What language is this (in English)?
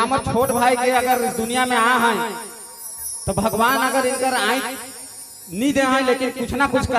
Sadri